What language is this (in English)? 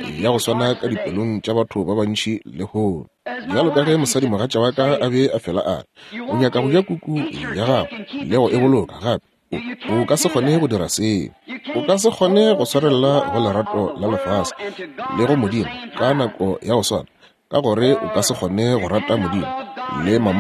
Northern Sotho